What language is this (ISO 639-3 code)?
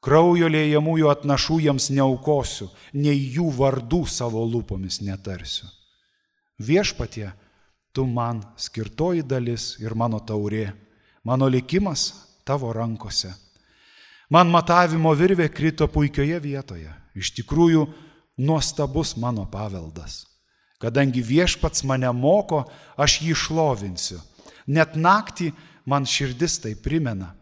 lit